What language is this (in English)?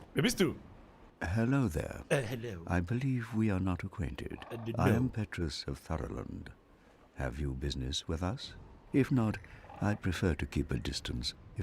Bavarian